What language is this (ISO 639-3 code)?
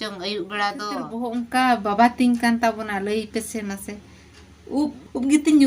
sat